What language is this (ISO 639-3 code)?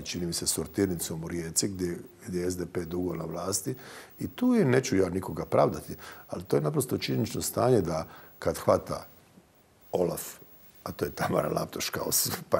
hrv